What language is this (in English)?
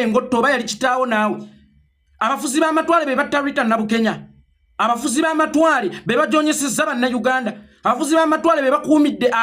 Ganda